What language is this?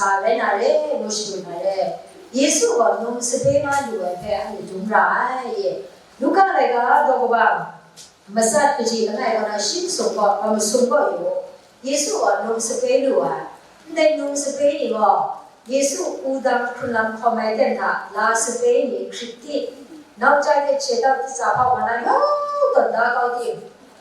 Kachin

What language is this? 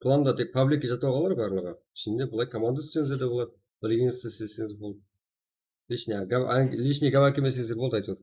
Kara-Kalpak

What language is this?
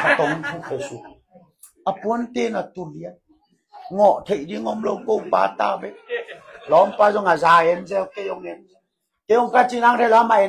Tedim Chin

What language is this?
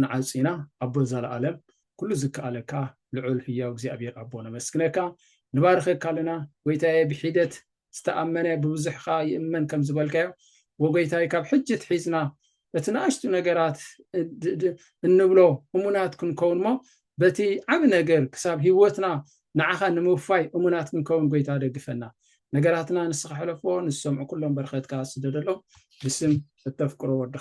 Tigrinya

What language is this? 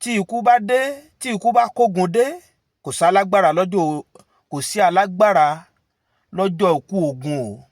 Yoruba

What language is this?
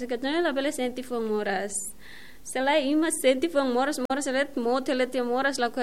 Tetum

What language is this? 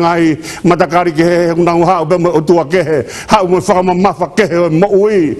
Tongan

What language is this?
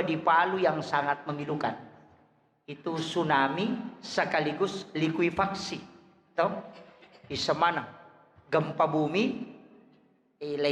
Buginese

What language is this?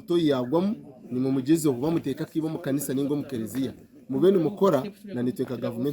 Nyankole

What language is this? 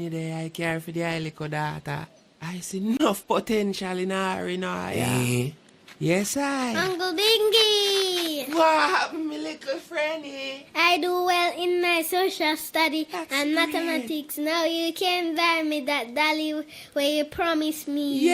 Jamaican Creole English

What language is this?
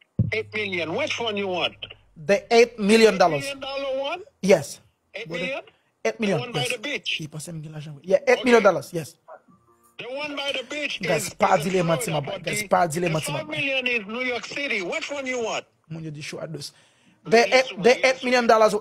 Haitian Creole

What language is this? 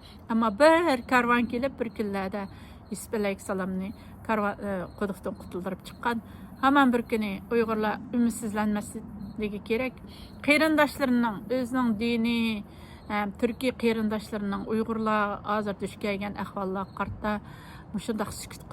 Uyghur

